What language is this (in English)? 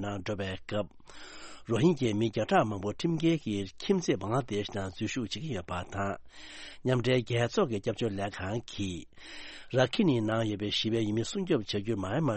Tibetan